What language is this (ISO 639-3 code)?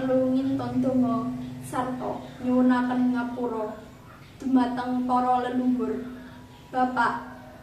jav